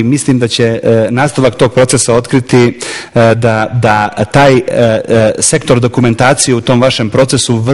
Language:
Serbian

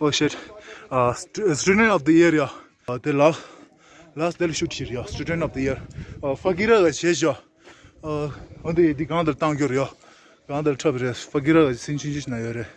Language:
Tibetan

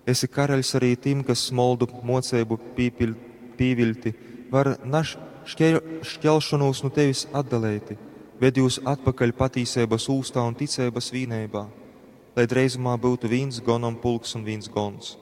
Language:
Latgalian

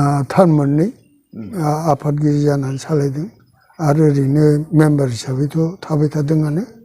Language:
Bodo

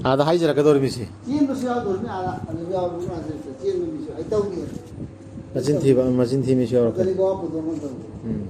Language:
Manipuri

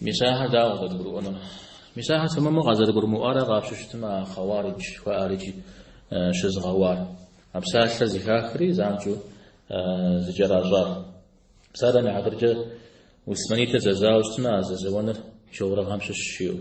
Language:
Kabardian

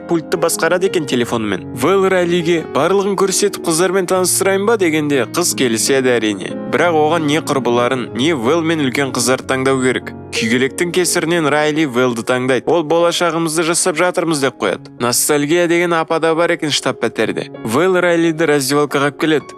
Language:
Kazakh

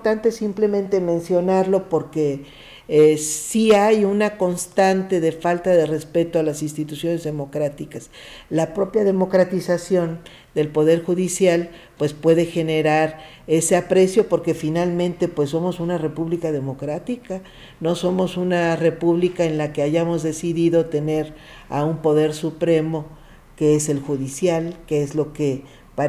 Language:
Spanish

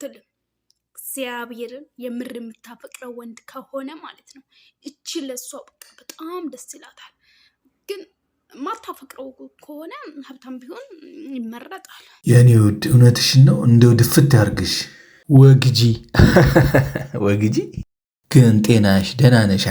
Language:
Amharic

